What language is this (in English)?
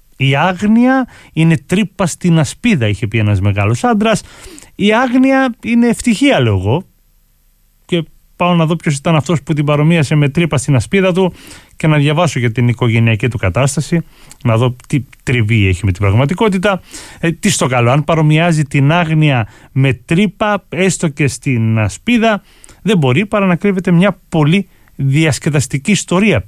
Greek